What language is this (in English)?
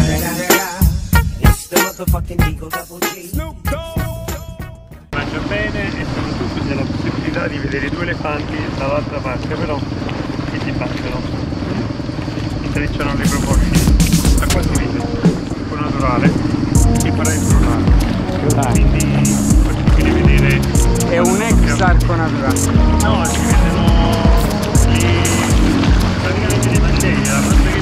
Italian